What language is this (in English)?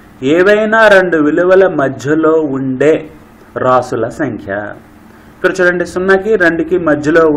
Telugu